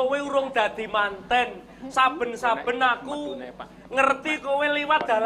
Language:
Javanese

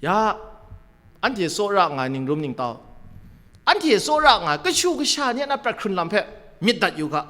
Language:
Kachin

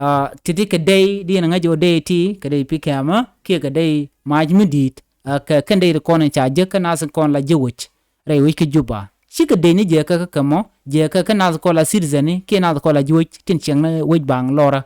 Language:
Nuer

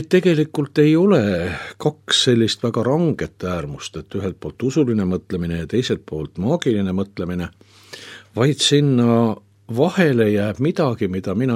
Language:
Estonian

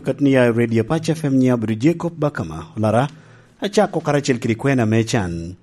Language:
Lango (Uganda)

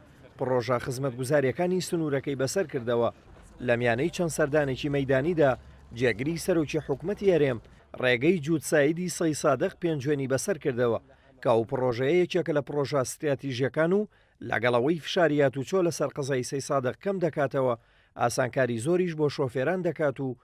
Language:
Central Kurdish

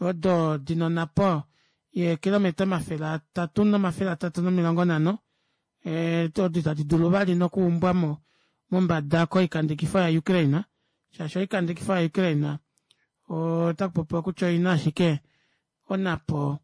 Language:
Kuanyama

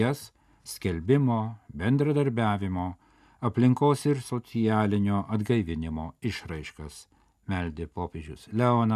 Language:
Lithuanian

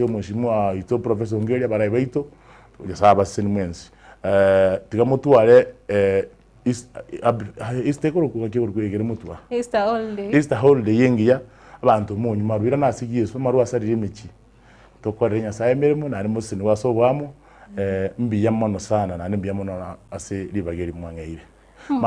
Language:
Gusii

